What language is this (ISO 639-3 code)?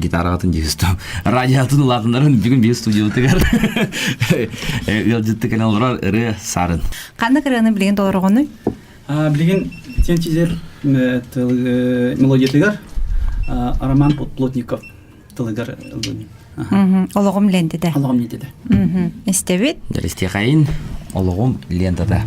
sah